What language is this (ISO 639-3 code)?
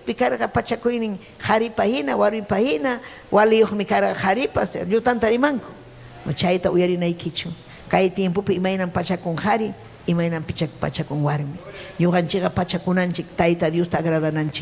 quy